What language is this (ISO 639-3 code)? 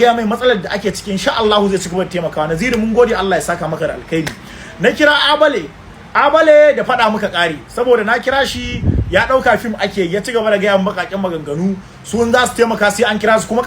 hau